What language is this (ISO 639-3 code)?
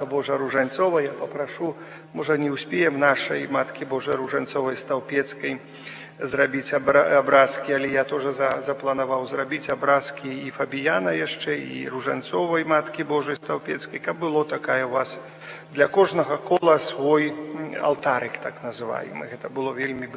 bel